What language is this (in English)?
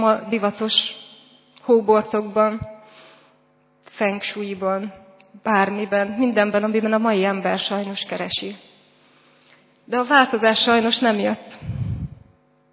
Hungarian